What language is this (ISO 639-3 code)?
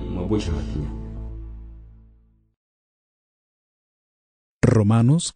cab